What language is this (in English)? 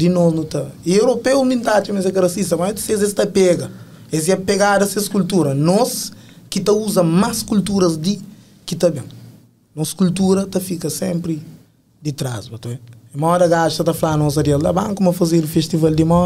Kabuverdianu